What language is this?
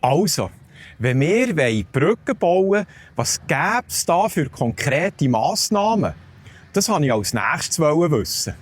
Swiss German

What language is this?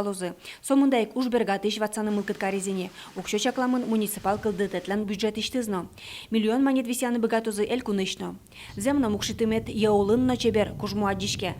Udmurt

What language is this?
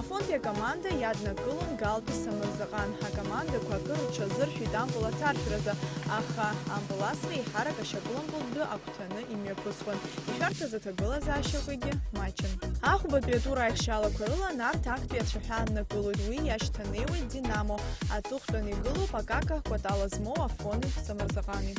Abkhazian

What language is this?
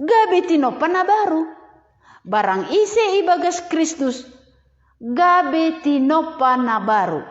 Batak Simalungun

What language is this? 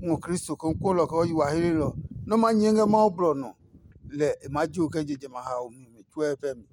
Adangme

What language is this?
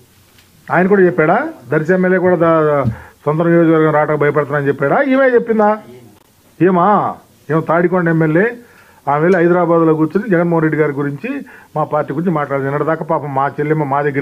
Telugu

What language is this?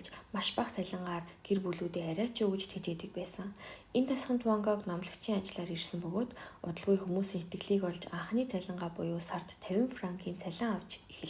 Mongolian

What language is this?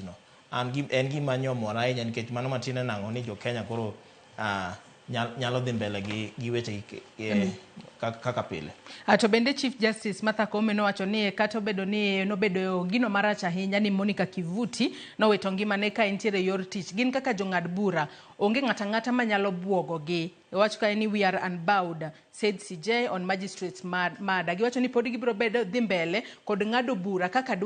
Luo (Kenya and Tanzania)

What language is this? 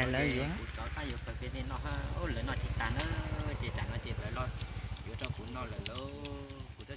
Hmong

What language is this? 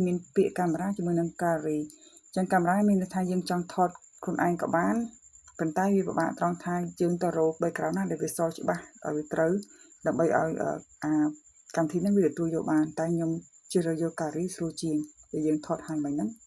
Khmer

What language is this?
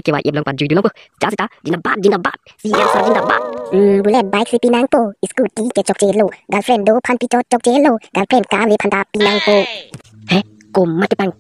Karbi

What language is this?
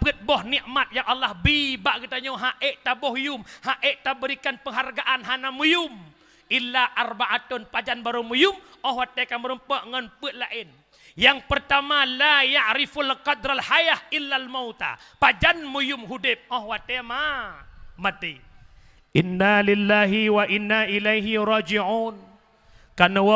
Achinese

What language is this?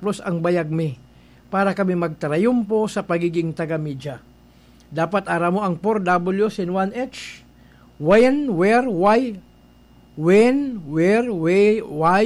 Bikol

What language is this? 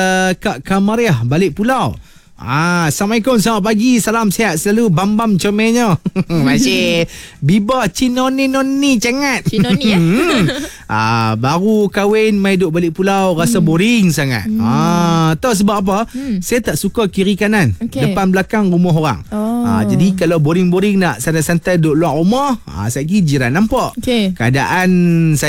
Malay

